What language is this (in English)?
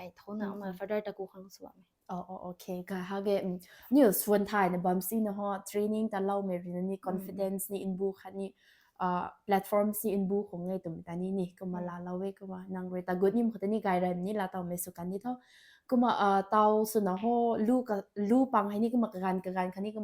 Rongmei Naga